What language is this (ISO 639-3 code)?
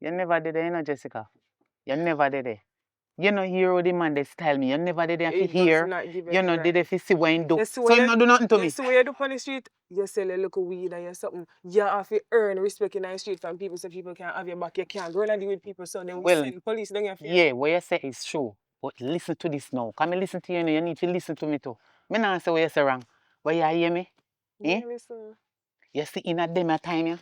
jam